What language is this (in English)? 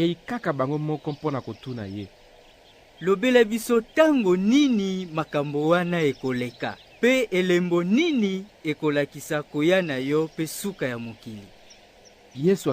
Lingala